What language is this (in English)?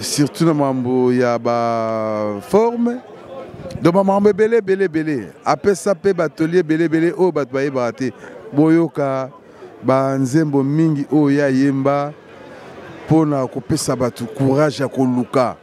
Lingala